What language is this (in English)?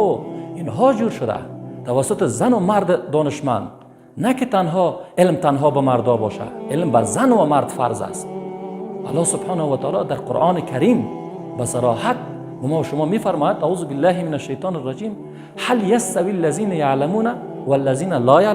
Persian